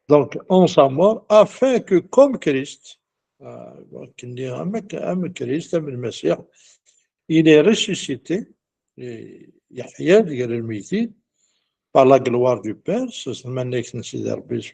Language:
Kabyle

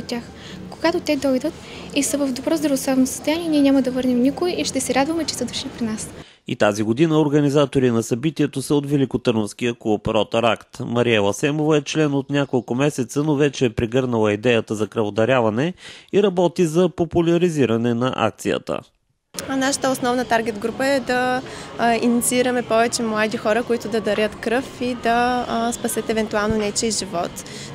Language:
Bulgarian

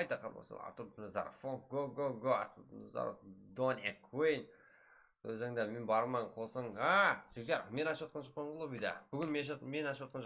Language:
Kara-Kalpak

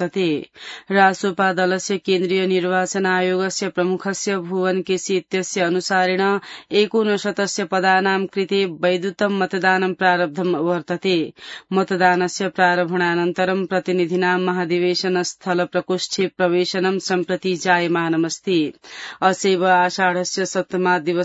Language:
Sanskrit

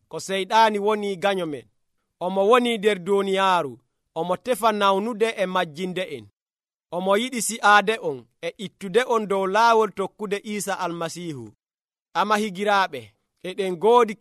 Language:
Nigerian Fulfulde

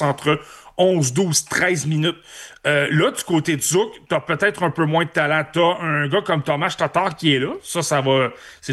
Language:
French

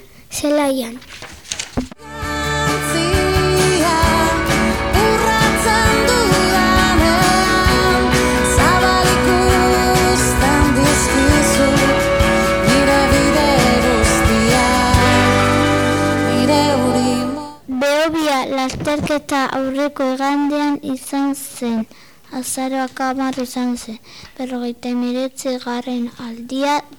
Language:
Basque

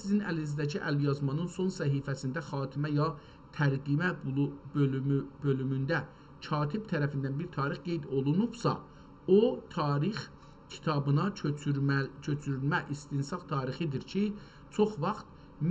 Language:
South Azerbaijani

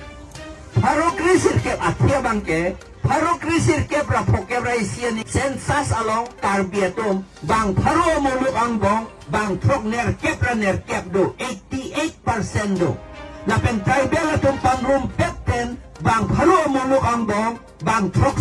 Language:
Karbi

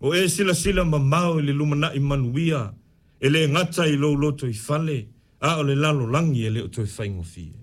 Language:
Samoan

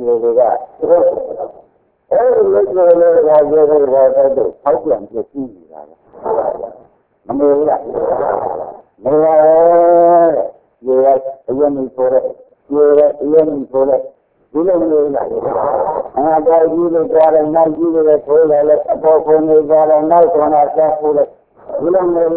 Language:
Burmese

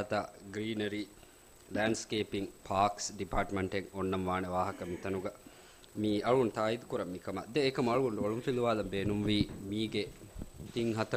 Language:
Divehi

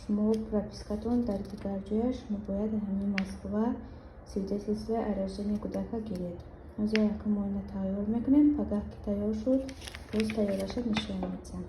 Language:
Tajik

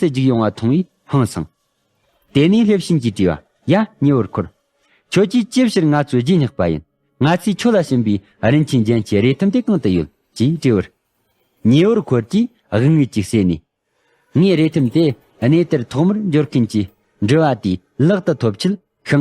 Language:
Tibetan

